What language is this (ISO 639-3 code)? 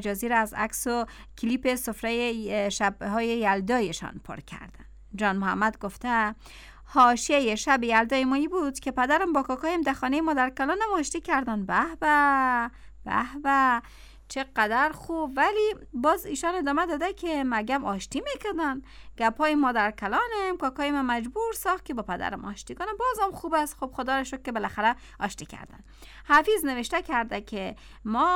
fas